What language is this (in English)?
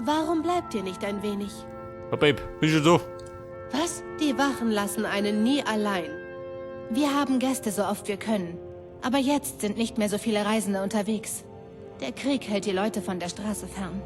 Bavarian